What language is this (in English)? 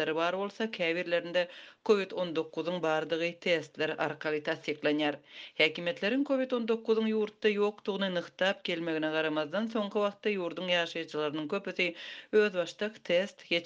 Turkmen